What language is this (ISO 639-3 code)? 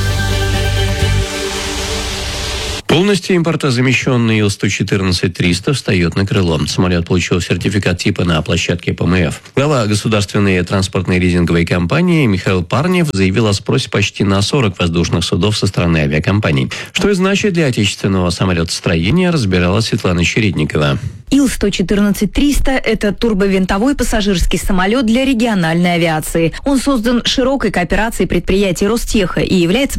rus